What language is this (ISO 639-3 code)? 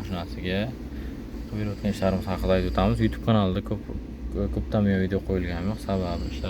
uzb